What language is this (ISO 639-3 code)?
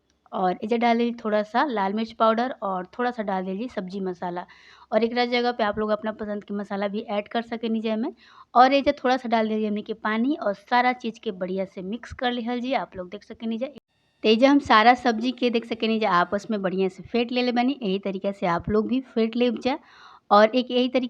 bho